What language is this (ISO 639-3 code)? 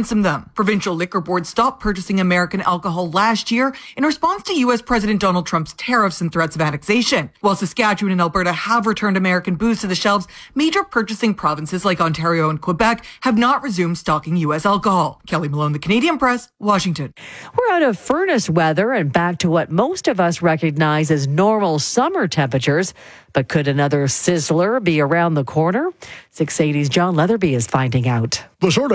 eng